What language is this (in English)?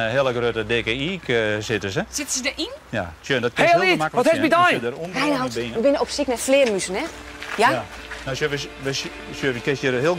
Western Frisian